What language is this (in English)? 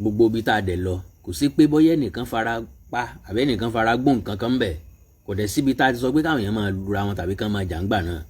Yoruba